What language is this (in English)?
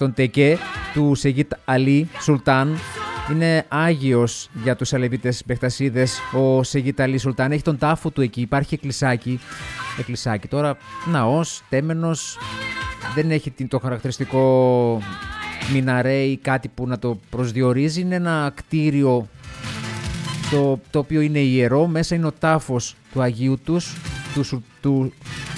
Greek